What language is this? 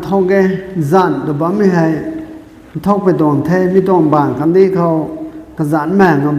Rongmei Naga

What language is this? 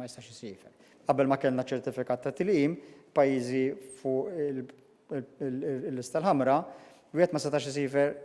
Maltese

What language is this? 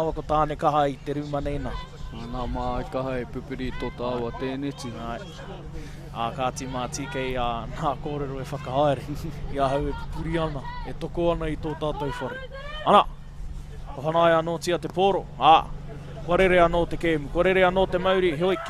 Māori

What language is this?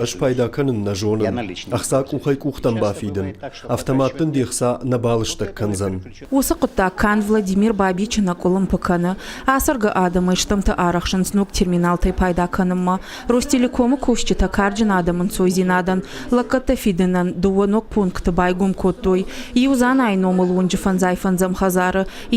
Ossetic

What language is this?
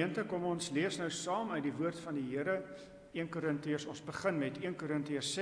Afrikaans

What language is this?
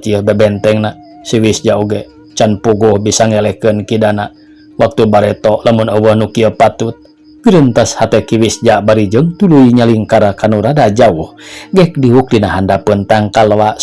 Sundanese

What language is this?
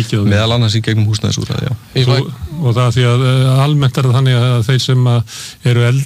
Icelandic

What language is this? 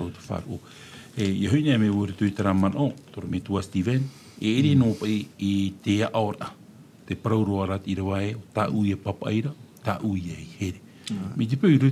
Tahitian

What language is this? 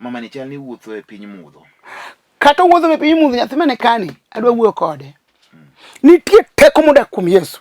Luo (Kenya and Tanzania)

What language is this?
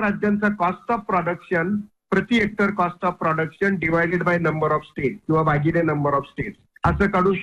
Marathi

